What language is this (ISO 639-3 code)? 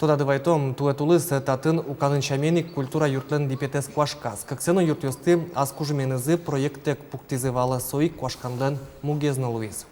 udm